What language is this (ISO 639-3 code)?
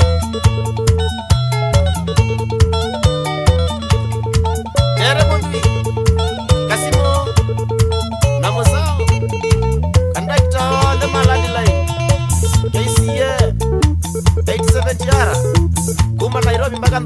swa